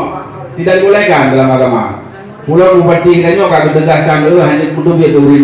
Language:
Achinese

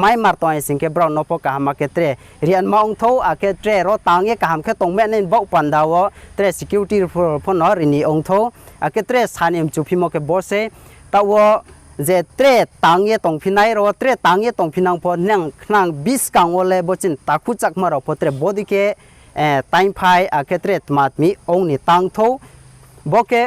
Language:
Riang (India)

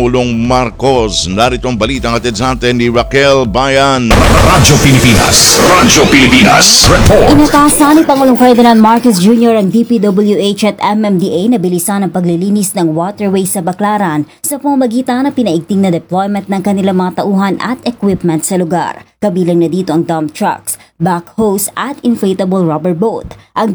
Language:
Filipino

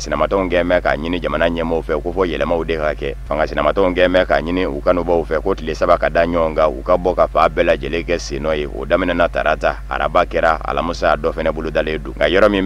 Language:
Bambara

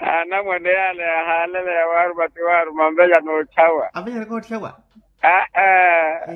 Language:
Makhuwa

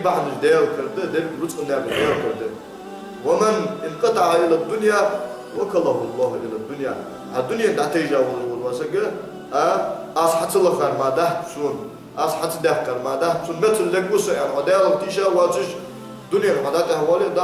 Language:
Ingush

